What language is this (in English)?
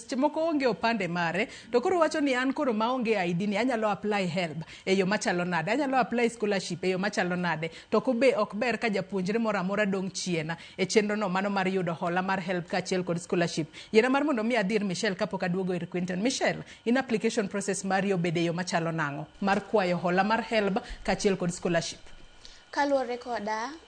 Luo (Kenya and Tanzania)